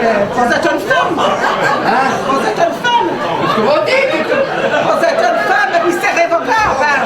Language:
Picard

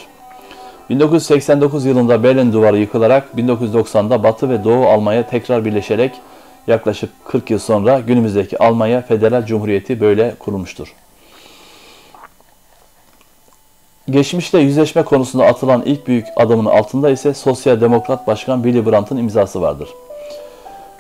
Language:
Turkish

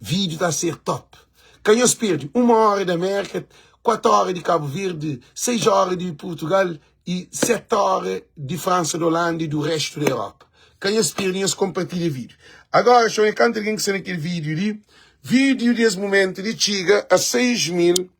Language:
Kabuverdianu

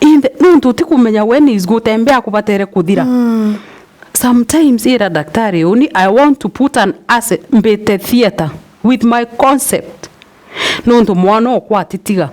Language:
Meru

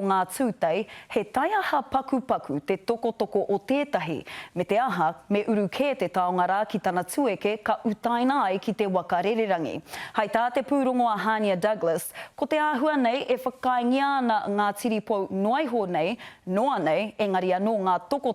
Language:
Māori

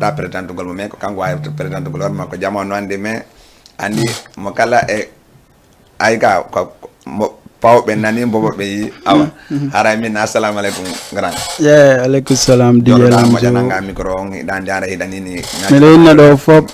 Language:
Fula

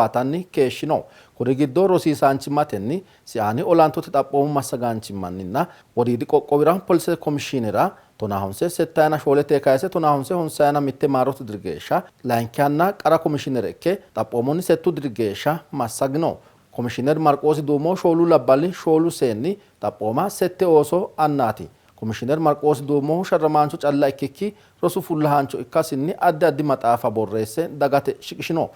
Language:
Sidamo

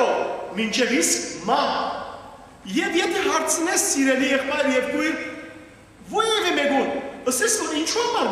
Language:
Western Armenian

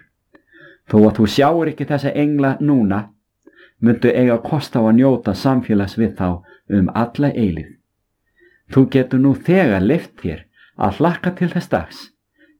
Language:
Icelandic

